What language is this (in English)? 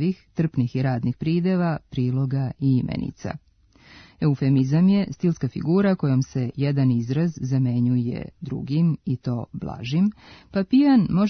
Serbian